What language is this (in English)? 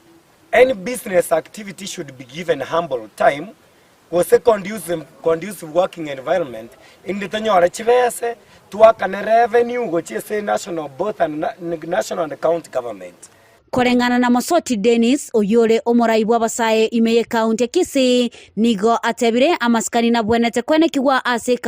Gusii